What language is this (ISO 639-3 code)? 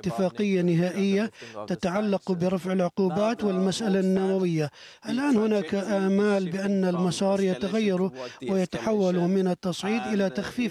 ara